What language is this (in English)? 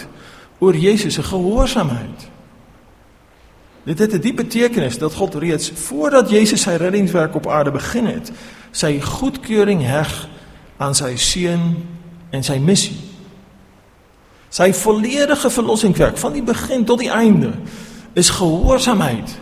Afrikaans